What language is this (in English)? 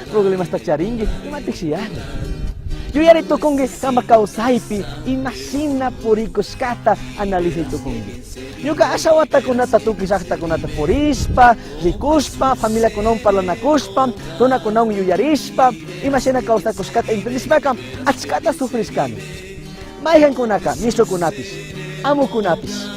Chimborazo Highland Quichua